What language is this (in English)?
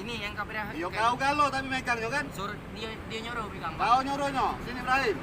Musi